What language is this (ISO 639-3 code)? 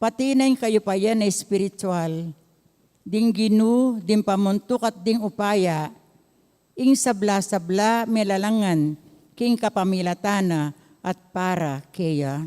pam